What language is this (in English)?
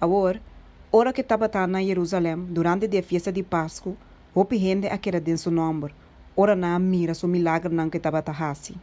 Papiamento